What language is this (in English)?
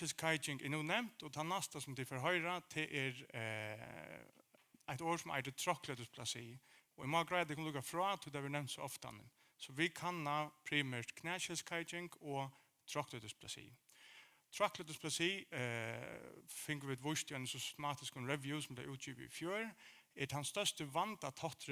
Faroese